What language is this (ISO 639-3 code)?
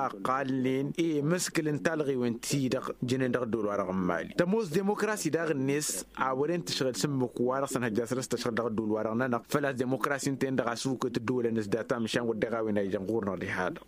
taq